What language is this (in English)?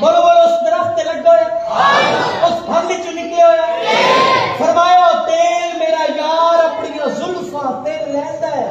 Saraiki